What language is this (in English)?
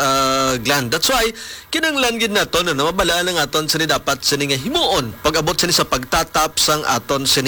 Hiligaynon